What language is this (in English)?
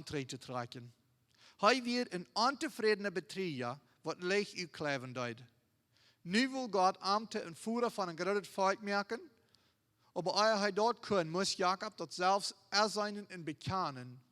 Plautdietsch